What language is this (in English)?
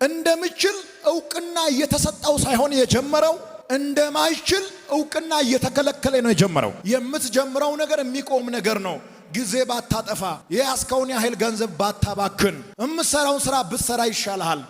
Amharic